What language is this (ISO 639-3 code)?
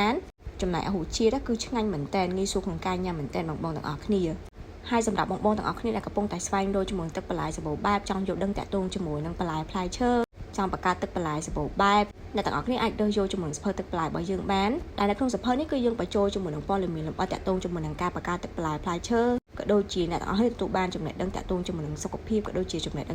khm